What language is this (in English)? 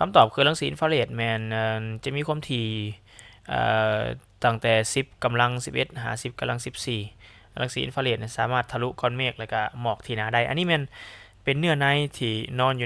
Lao